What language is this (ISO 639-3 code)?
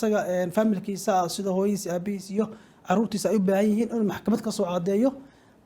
som